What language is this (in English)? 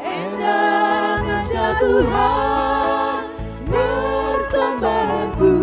Batak Karo